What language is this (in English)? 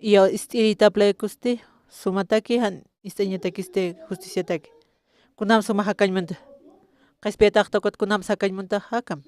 Aymara